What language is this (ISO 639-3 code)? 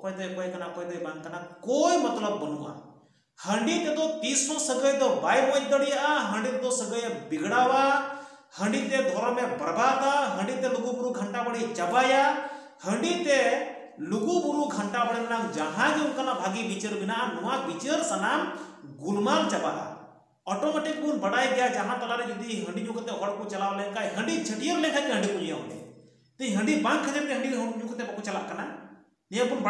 sat